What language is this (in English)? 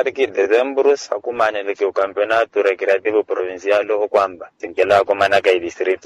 Makhuwa